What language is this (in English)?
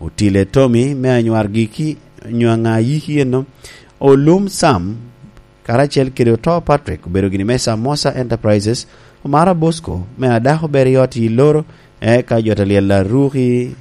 Lango (Uganda)